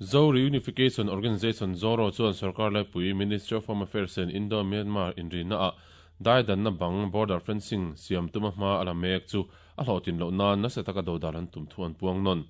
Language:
Mizo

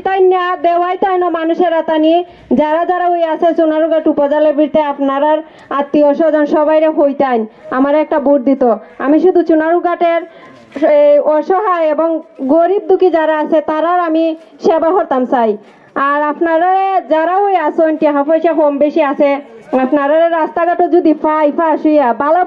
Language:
Sylheti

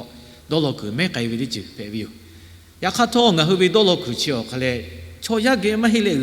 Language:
Lahu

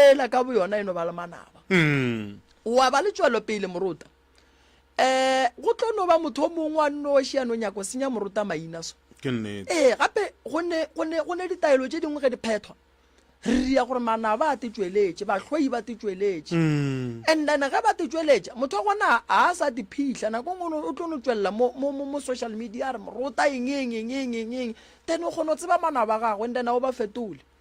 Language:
Northern Sotho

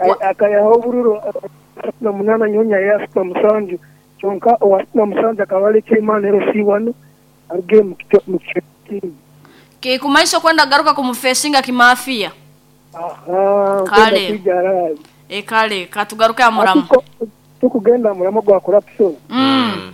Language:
Nyoro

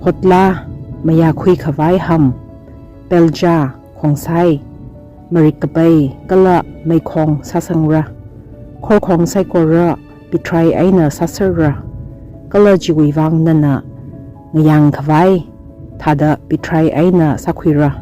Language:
Tangkhul Naga (India)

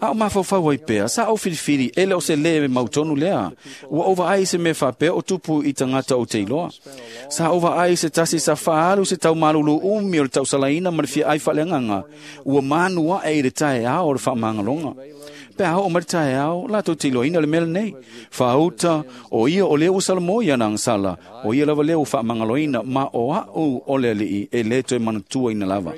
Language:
Samoan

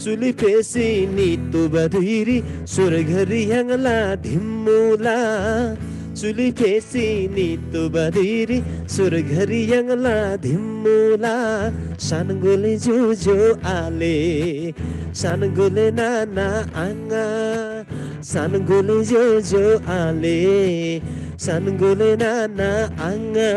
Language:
Eastern Tamang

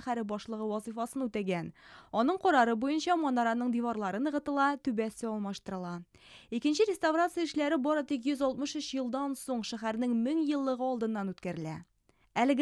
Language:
Tatar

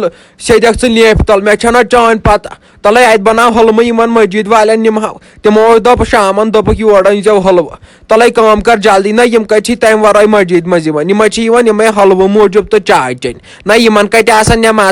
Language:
Kashmiri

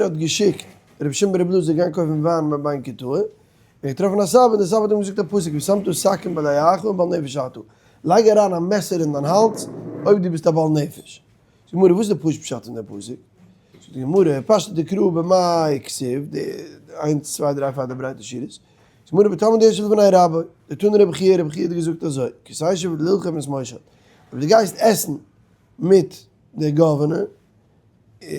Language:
Yiddish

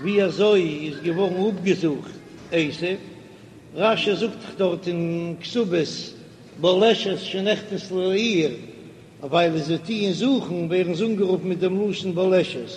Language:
Yiddish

